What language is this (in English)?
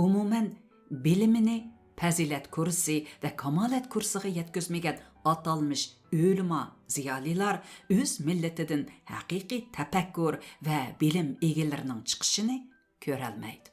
Uyghur